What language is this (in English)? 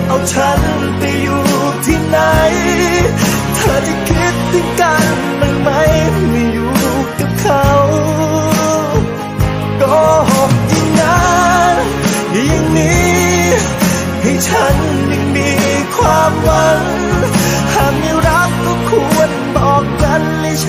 Thai